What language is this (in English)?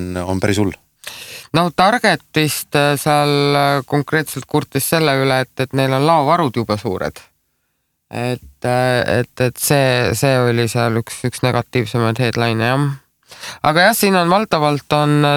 Estonian